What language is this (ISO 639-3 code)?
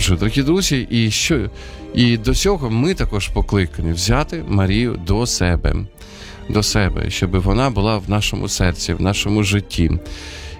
ukr